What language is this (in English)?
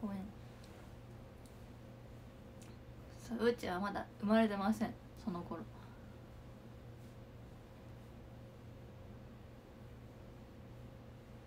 Japanese